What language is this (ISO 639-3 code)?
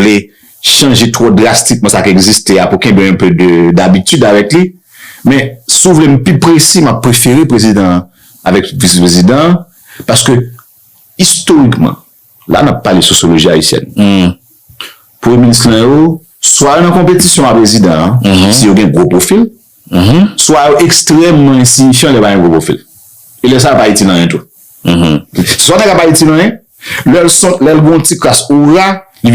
hat